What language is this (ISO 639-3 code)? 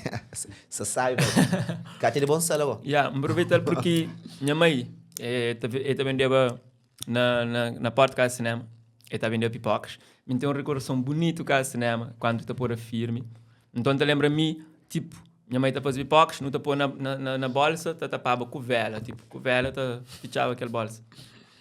kea